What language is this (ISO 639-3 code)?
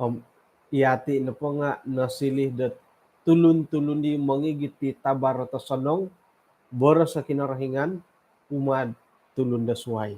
dtp